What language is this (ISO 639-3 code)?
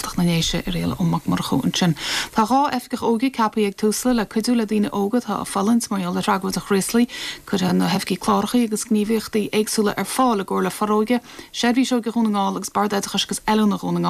gle